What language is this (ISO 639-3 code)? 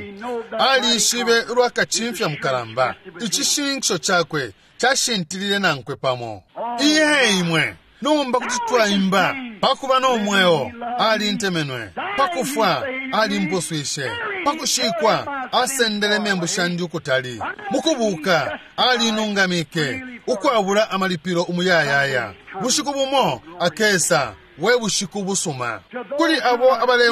bem